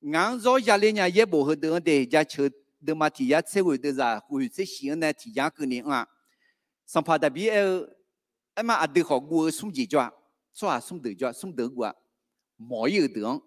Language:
Akha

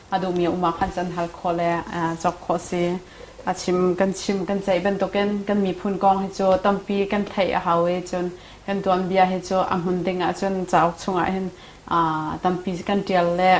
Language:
Hakha Chin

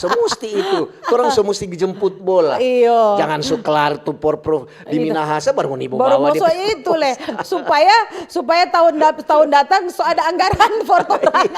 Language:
Manado Malay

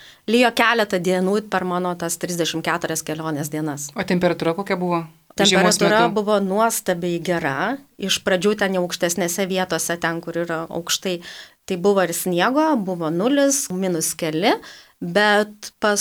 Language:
Lithuanian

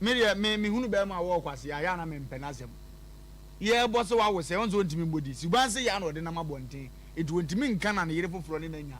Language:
Akan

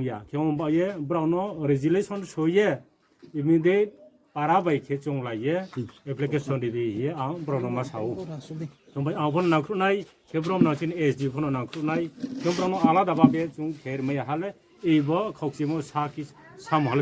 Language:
Riang (India)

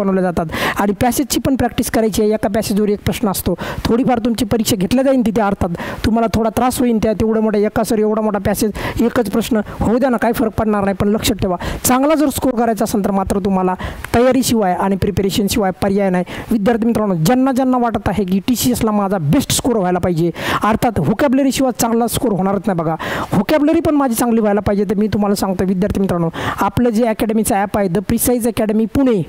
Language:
Marathi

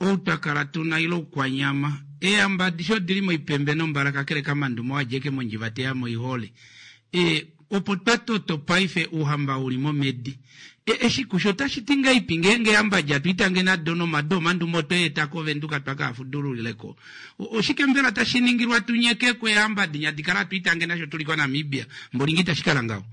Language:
Kuanyama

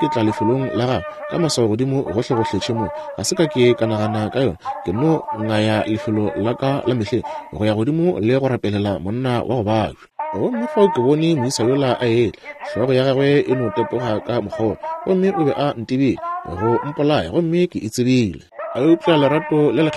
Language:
Northern Sotho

